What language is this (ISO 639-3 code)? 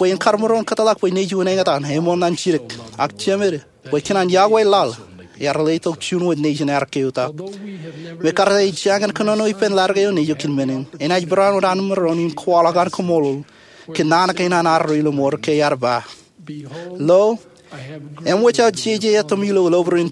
mah